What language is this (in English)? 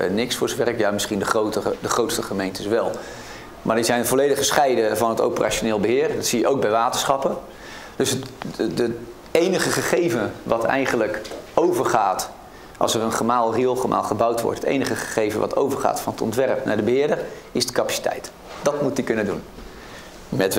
Dutch